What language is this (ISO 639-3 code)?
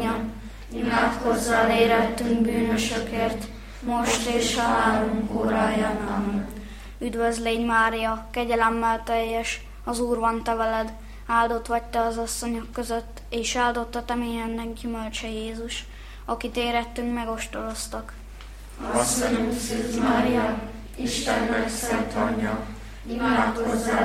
hun